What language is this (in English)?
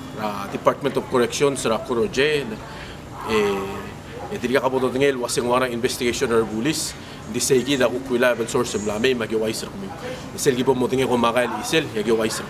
Palauan